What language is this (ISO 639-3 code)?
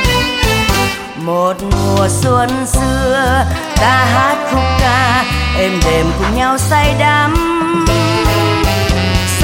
vie